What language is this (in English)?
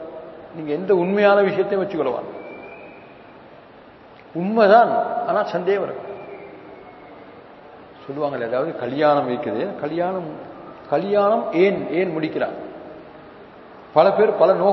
Tamil